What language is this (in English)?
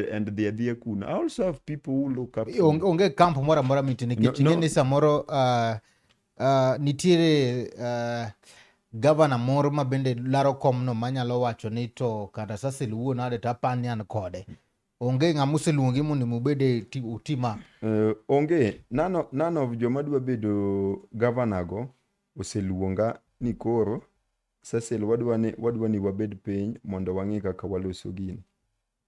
Luo (Kenya and Tanzania)